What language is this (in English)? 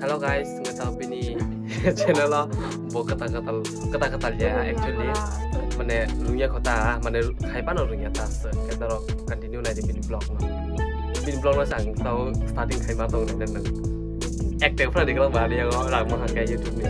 Kok Borok